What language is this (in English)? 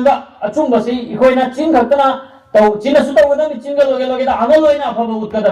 Manipuri